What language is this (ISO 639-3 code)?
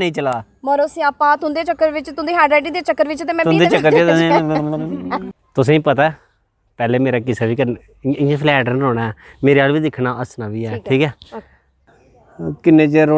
doi